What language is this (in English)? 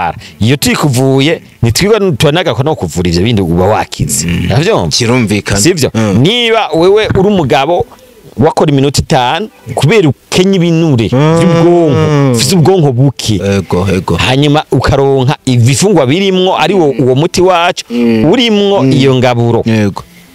Rundi